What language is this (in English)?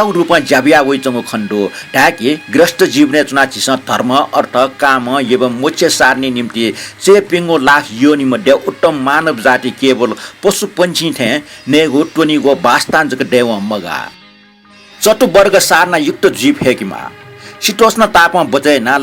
Newari